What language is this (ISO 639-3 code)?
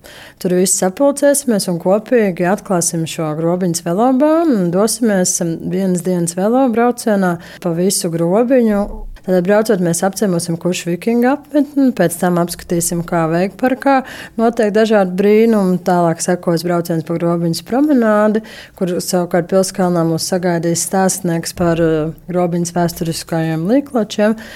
lav